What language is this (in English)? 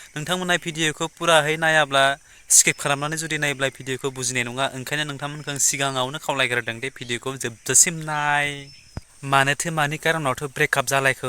Bodo